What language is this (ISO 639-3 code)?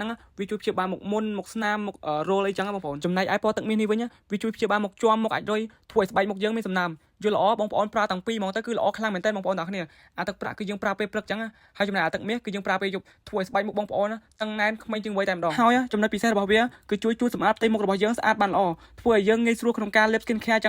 khm